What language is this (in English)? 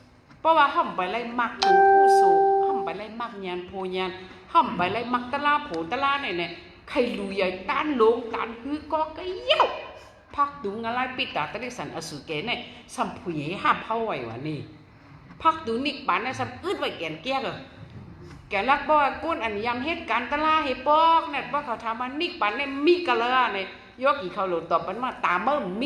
Shan